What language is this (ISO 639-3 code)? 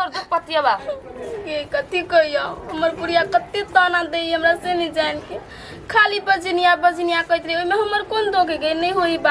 mai